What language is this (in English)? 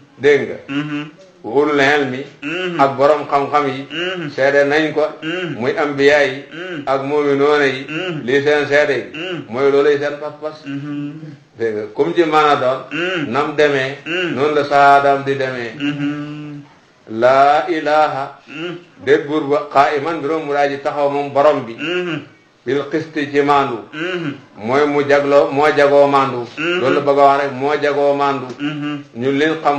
Wolof